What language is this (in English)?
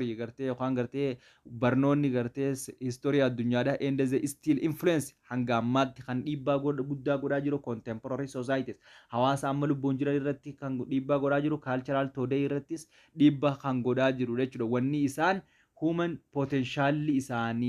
Oromo